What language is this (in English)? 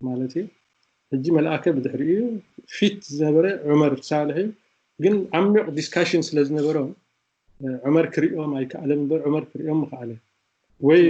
Tigrinya